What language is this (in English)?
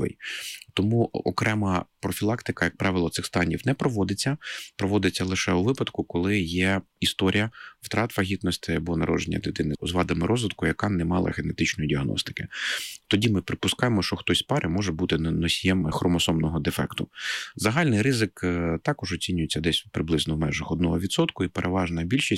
Ukrainian